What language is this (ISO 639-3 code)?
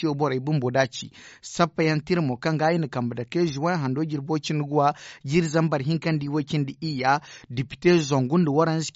dje